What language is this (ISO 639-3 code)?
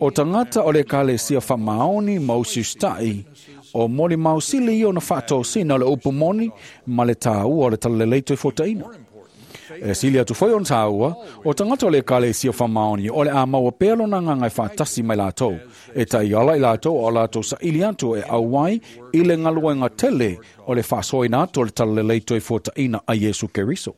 smo